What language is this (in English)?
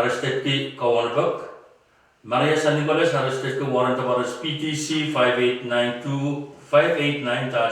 Pohnpeian